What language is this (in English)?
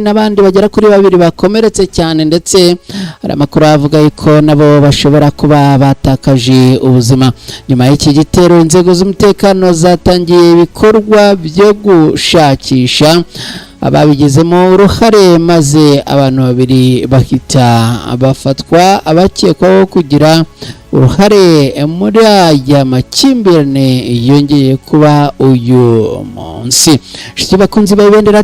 Kinyarwanda